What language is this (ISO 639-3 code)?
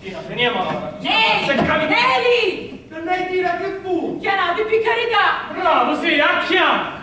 scn